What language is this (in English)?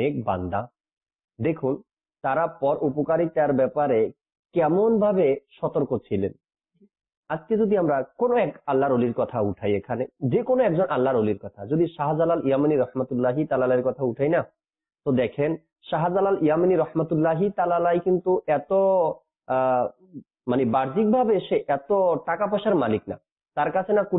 Bangla